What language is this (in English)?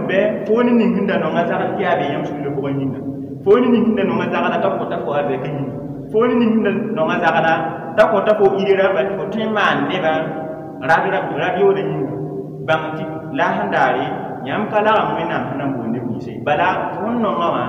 Mossi